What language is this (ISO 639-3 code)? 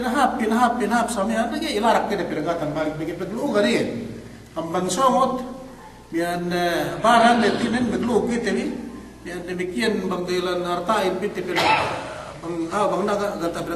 yka